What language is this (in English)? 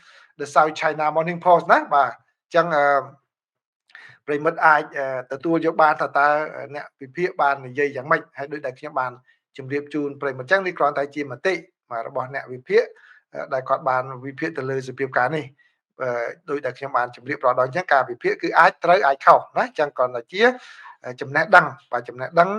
Khmer